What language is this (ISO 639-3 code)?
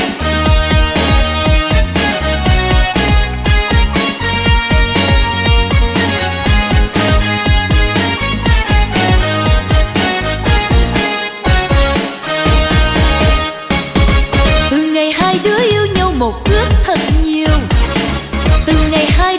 vie